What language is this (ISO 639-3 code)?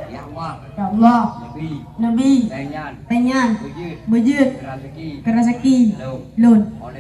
ace